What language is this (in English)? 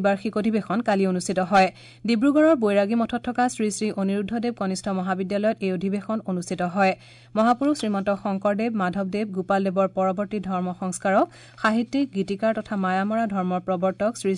Assamese